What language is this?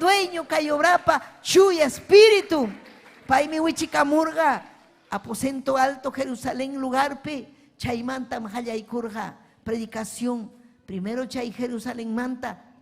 Ayacucho Quechua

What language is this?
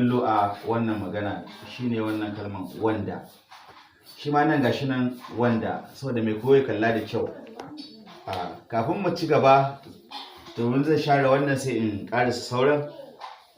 Hausa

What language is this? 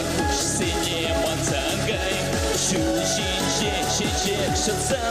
Chuvash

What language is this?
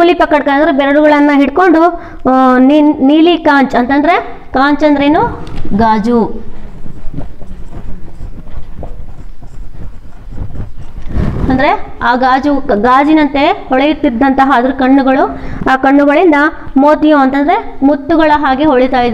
Kannada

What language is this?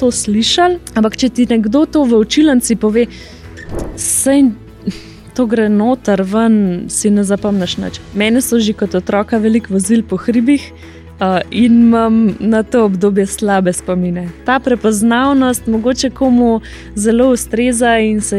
Slovenian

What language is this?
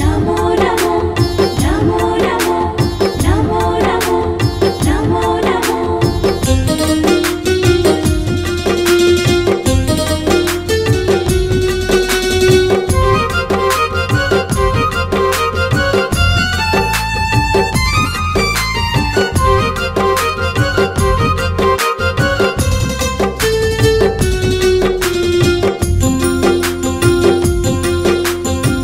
Kannada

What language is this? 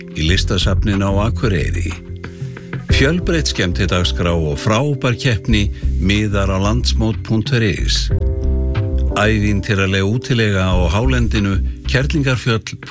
Icelandic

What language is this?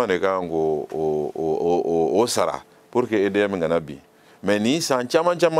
Bambara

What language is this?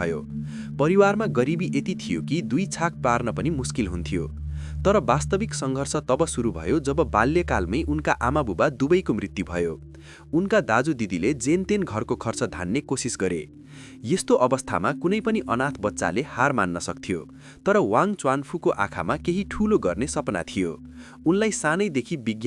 Nepali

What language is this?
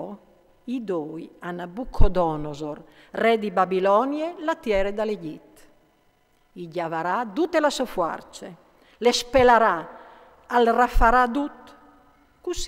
Friulian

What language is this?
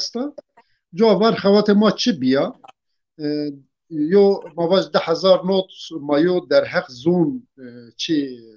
Zaza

